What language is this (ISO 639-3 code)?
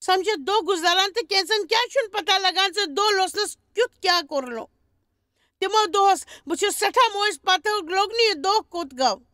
kas